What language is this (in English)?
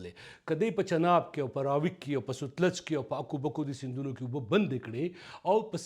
Pashto